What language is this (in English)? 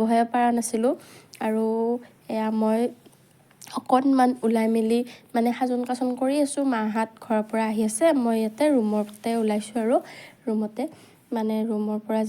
Assamese